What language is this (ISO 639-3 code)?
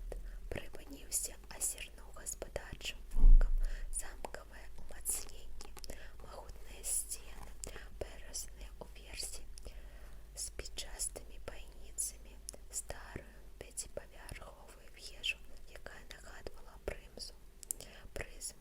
bel